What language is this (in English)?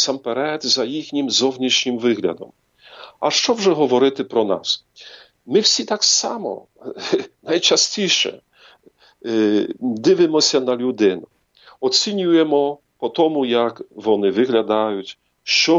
Ukrainian